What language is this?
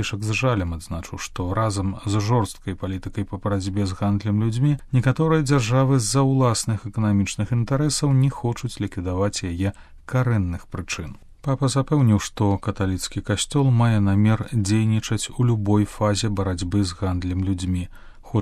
Belarusian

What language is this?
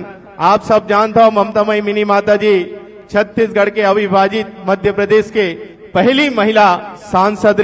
Chhattisgarhi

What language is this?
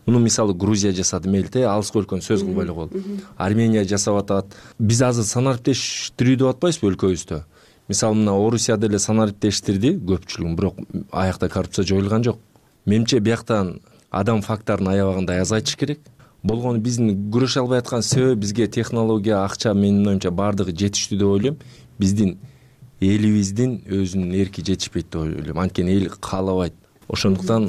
Kyrgyz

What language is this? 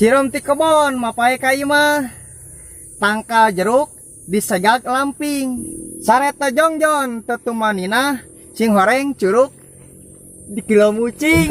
Sundanese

